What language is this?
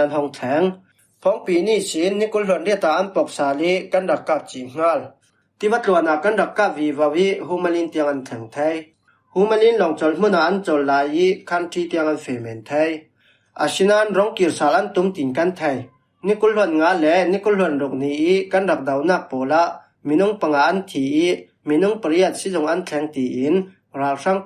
Falam Chin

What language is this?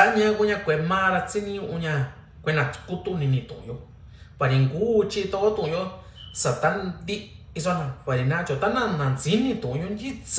Mixtepec Mixtec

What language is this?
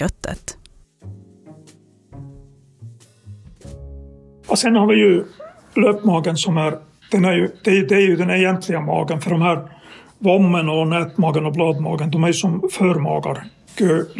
Swedish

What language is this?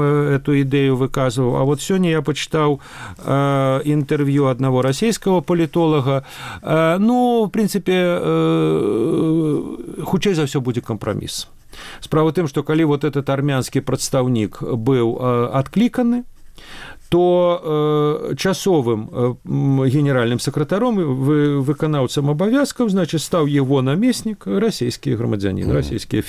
Belarusian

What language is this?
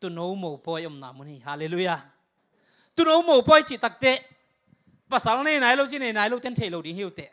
Tedim Chin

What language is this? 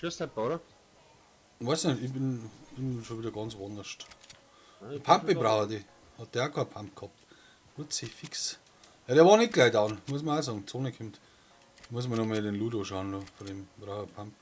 Bavarian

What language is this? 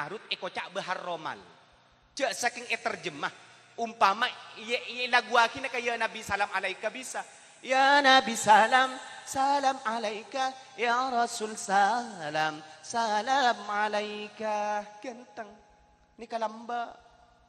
Madurese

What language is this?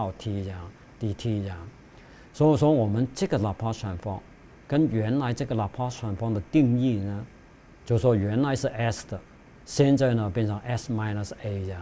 Chinese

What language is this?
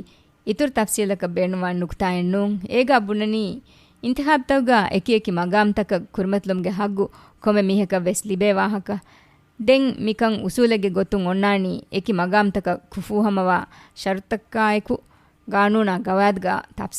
Divehi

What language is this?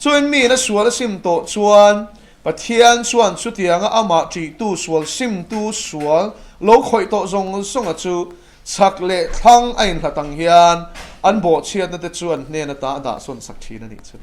Mizo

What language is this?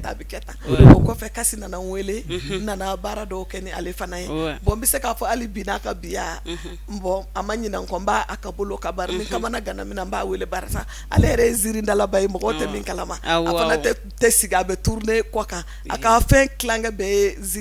Bambara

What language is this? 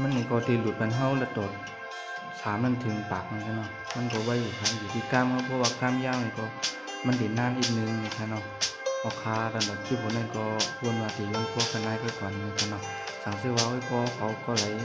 Shan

